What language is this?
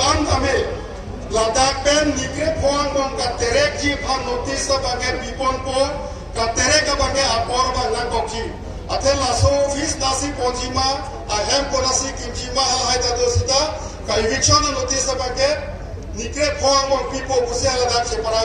Karbi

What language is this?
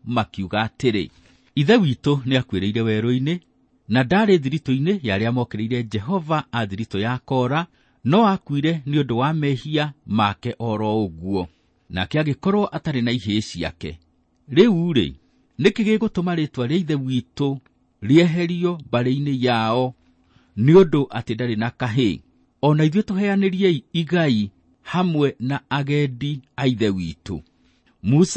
Kikuyu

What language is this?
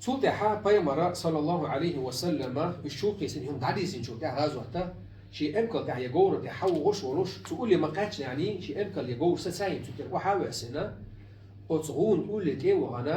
Chechen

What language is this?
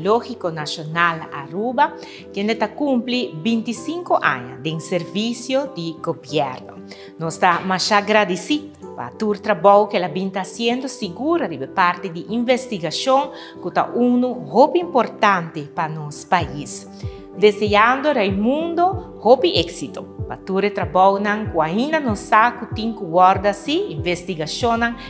Papiamento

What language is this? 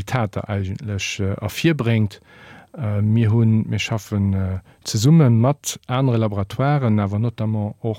Luxembourgish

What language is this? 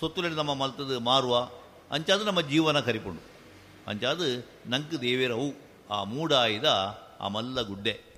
Tulu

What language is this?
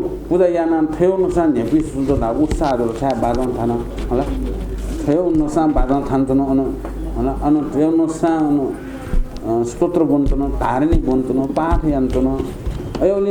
Newari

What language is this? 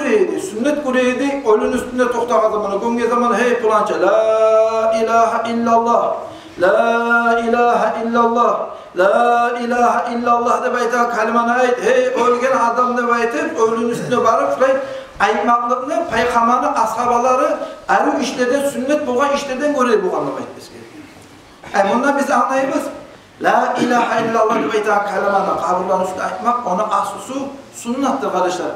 Kumyk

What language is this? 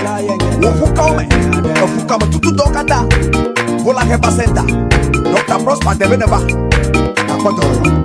Ewe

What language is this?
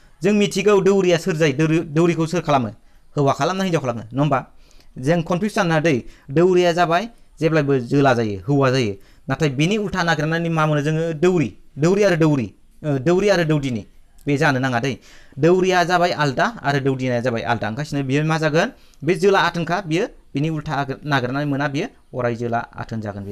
Bodo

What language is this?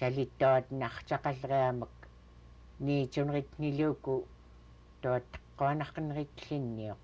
Central Yupik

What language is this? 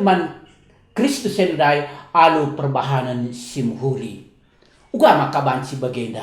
Batak Karo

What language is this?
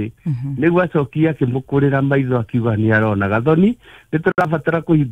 Kikuyu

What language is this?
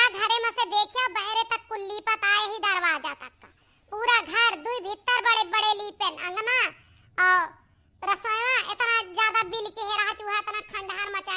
Awadhi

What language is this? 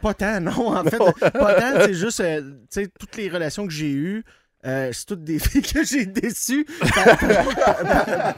French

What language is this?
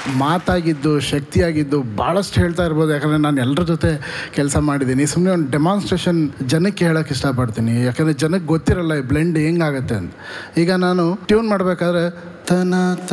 Kannada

